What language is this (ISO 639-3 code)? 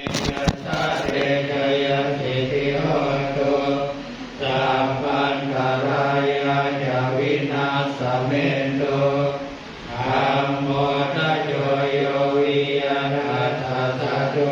pli